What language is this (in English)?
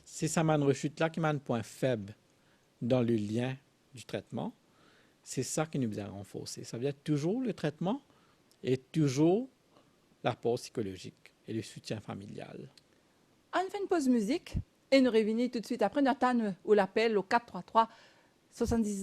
Morisyen